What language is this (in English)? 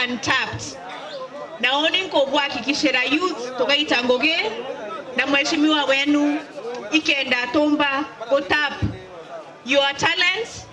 Meru